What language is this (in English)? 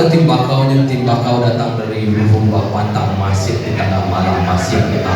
Minangkabau